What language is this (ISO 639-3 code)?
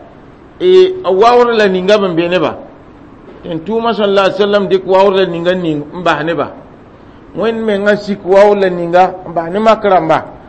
mos